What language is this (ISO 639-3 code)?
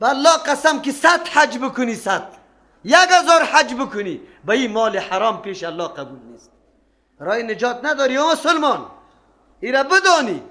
fas